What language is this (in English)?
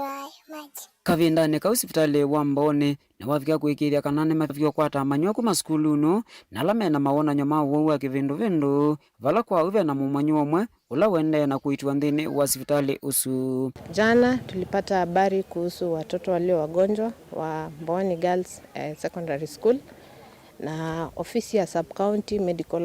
Kamba